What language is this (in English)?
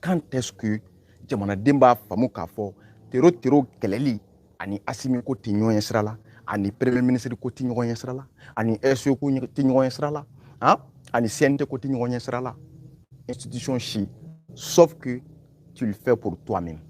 Bambara